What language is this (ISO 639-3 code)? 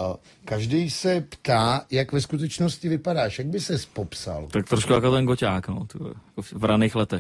ces